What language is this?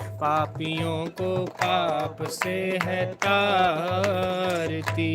Dogri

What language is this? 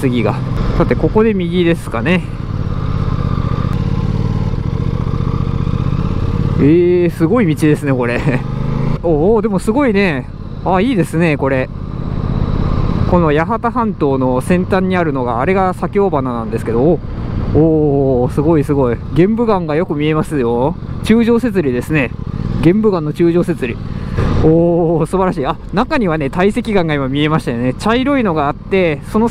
Japanese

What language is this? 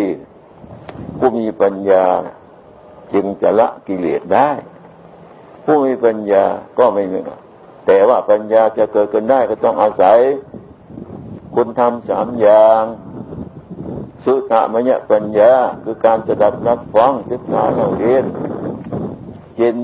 Thai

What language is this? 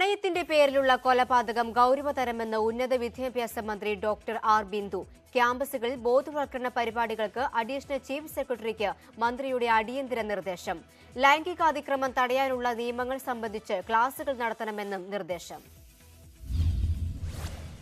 Malayalam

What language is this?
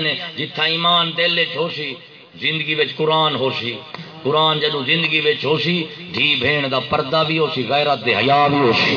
Saraiki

